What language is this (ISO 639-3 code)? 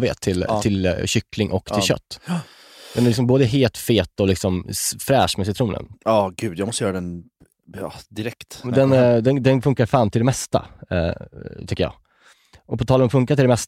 swe